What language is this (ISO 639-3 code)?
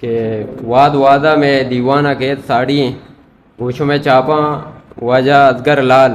bgp